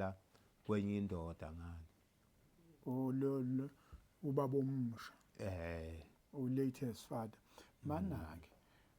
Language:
Zulu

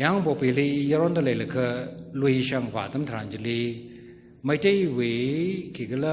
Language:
Tangkhul Naga (India)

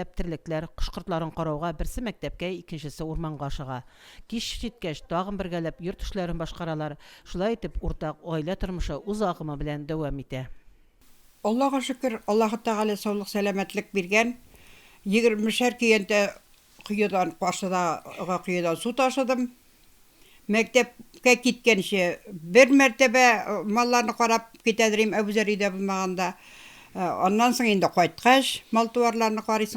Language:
Tatar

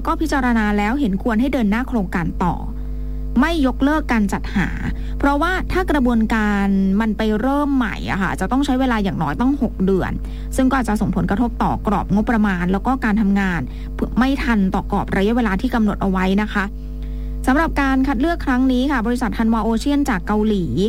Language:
Thai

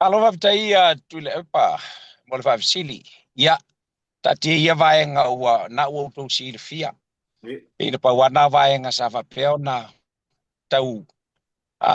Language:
Samoan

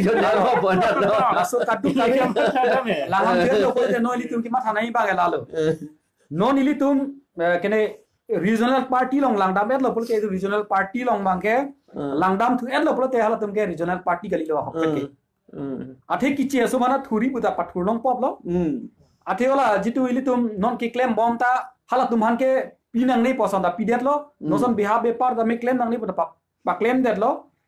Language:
Karbi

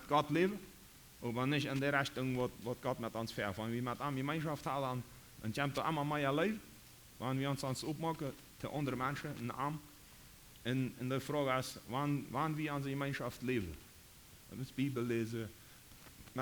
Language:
Plautdietsch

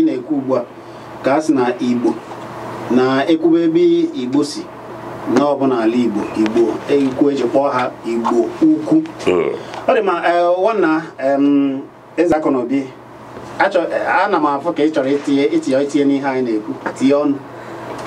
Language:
Igbo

